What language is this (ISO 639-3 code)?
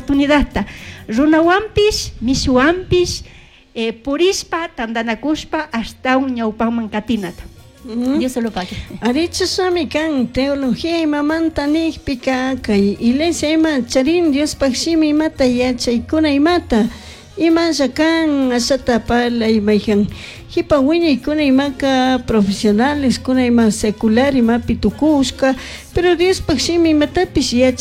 qug